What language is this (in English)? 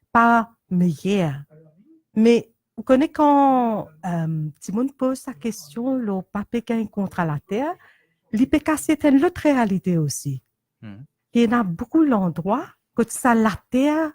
Morisyen